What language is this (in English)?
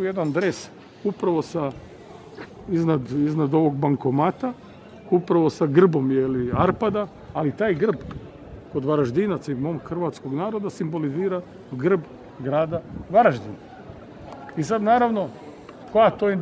Croatian